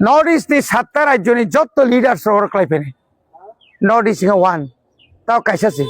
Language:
Kok Borok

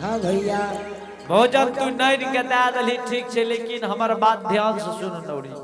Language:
Angika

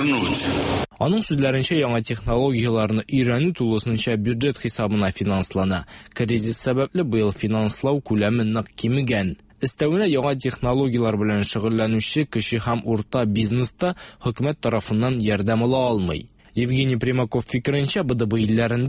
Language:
Tatar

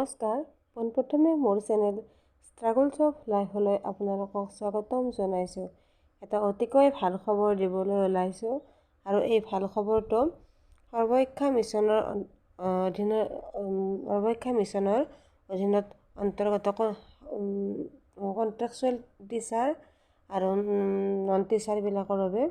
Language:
Assamese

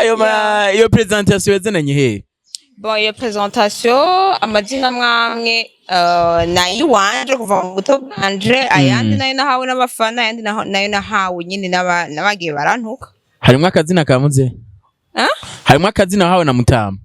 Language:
Rundi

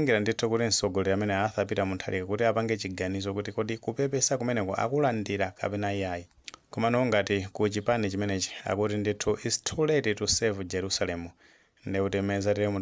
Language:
Nyanja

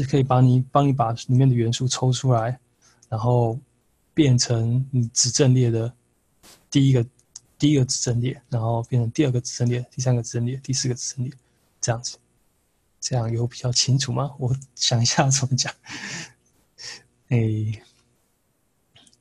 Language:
Chinese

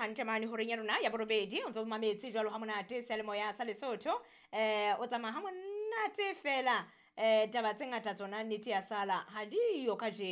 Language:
Southern Sotho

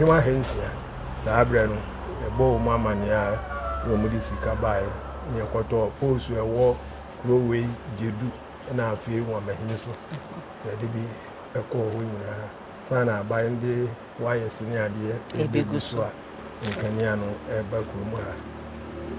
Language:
Akan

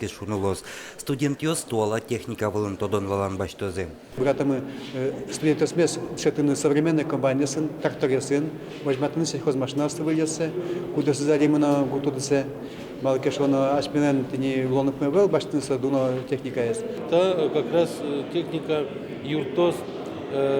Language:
Udmurt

